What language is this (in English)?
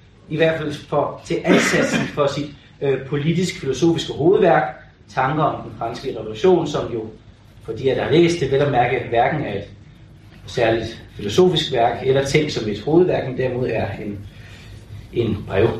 Danish